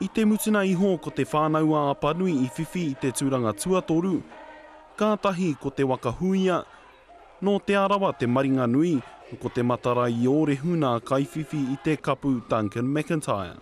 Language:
Māori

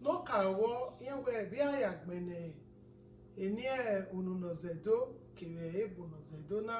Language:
Bini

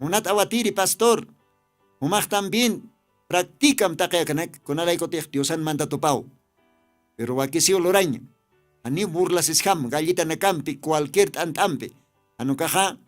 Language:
Aymara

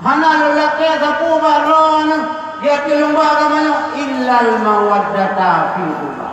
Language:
Achinese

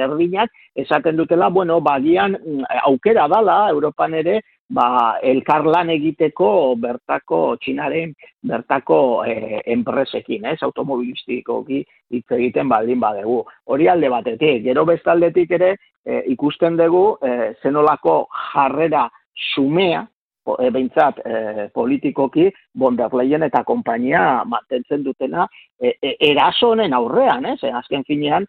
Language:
Basque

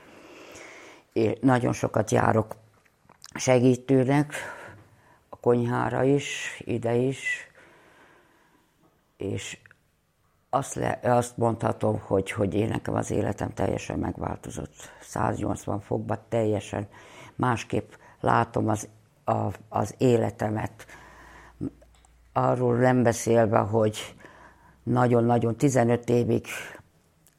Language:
Hungarian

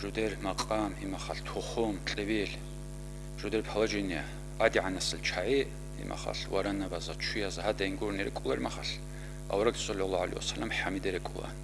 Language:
Avaric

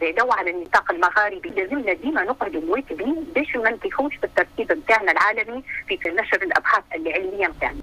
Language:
Tunisian Arabic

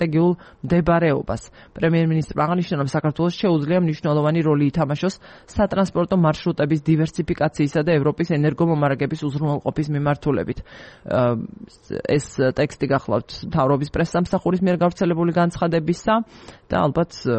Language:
Georgian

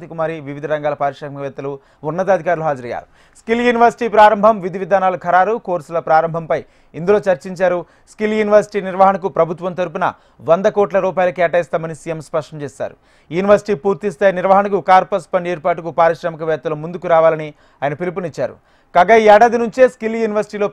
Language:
Telugu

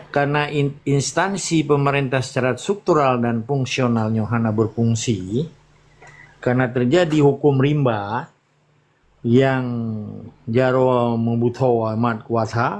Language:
Achinese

